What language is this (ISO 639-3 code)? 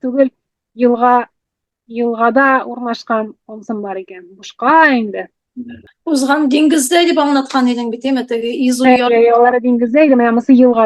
tat